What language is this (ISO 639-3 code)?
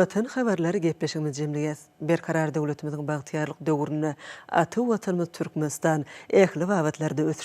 tuk